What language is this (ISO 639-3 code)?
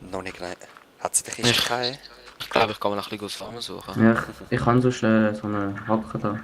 gsw